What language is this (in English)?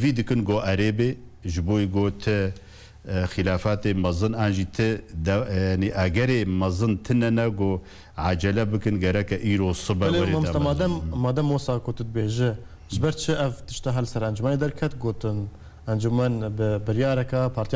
Kurdish